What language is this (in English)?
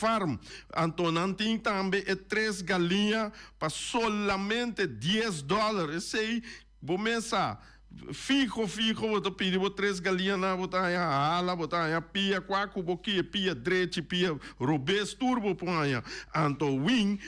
Papiamento